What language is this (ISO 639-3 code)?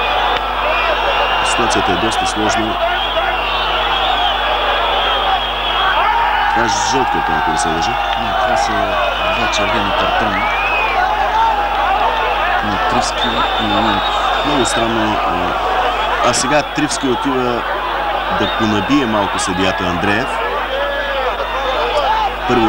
bul